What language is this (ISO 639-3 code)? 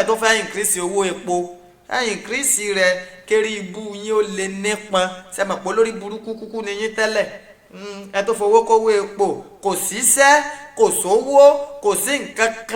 yor